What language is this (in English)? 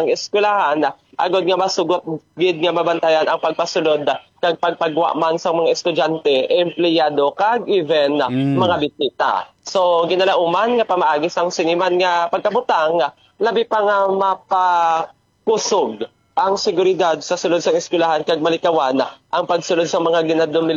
Hiligaynon